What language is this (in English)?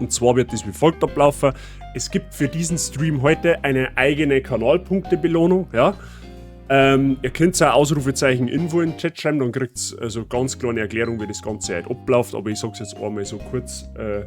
Bavarian